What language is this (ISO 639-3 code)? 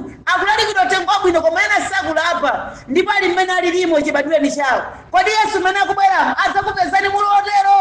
nya